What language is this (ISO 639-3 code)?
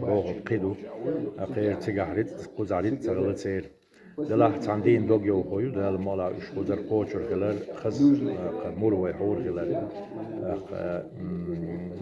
che